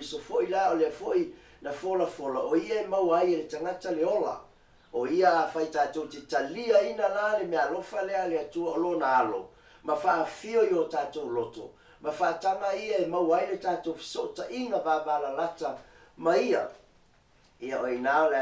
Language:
Samoan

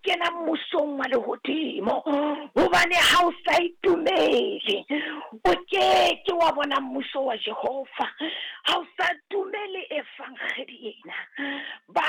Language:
Southern Sotho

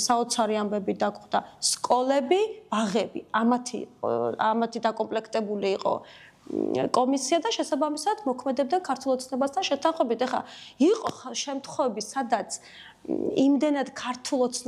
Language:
Georgian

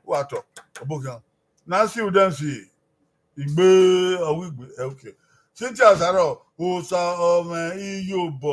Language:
Bini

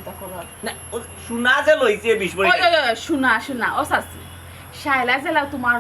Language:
Sylheti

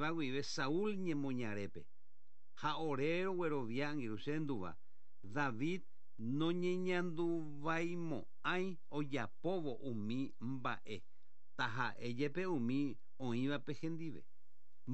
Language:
Guarani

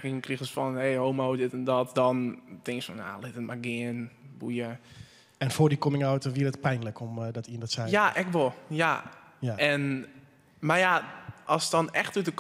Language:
Western Frisian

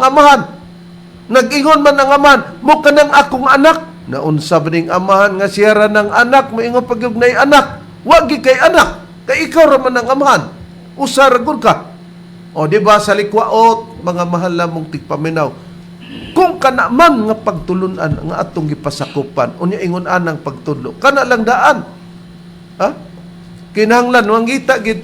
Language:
Cebuano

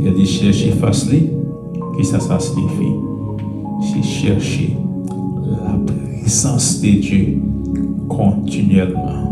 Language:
Haitian Creole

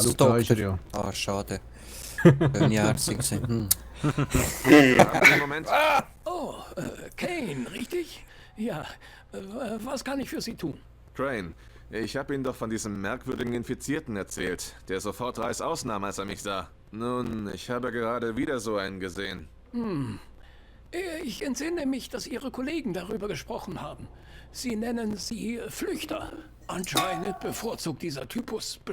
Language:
Swiss German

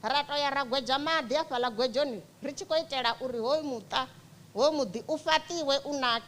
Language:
Venda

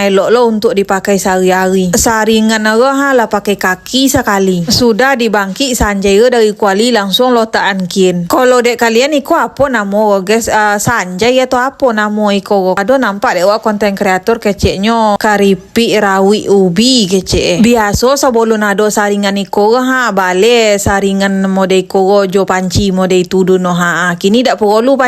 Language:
Minangkabau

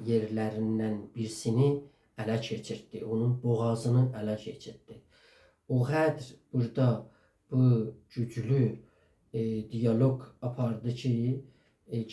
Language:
South Azerbaijani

